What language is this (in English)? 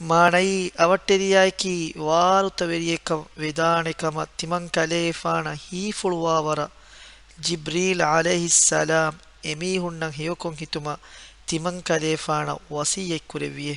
Divehi